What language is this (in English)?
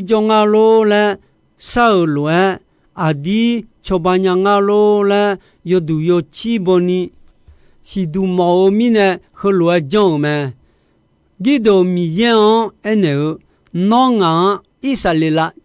Akha